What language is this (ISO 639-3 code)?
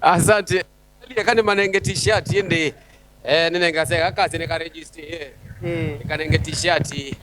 kam